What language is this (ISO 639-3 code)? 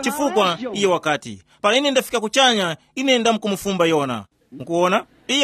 tum